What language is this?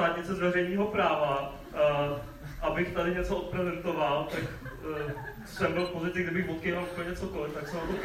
Czech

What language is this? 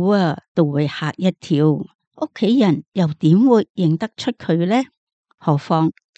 Cantonese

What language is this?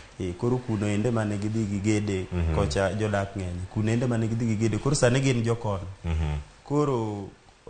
Luo (Kenya and Tanzania)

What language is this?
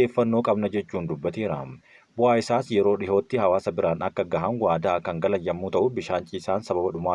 Oromo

